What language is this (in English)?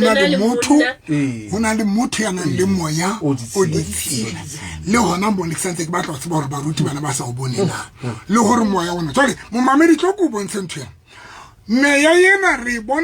Southern Sotho